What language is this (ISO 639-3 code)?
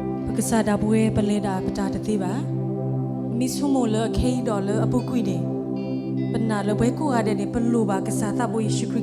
ksw